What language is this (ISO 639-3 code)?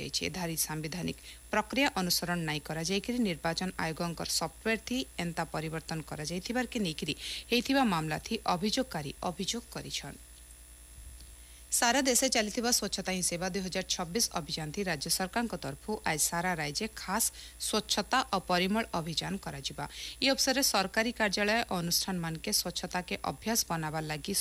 ori